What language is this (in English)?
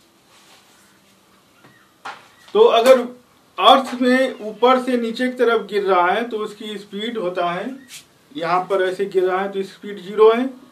Hindi